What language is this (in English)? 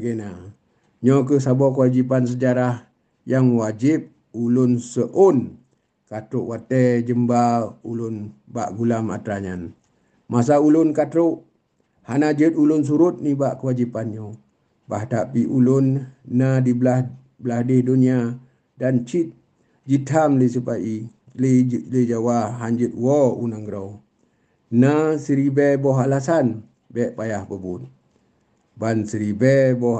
Achinese